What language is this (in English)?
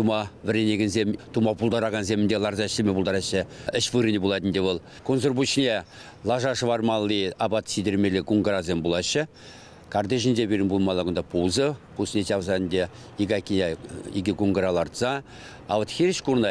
Chuvash